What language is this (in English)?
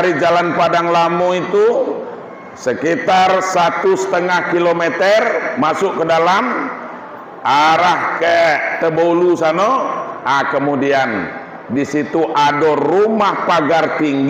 Minangkabau